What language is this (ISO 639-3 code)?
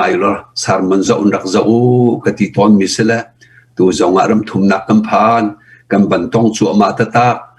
cnh